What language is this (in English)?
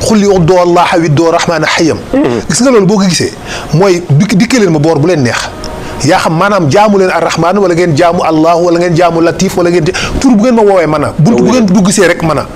Wolof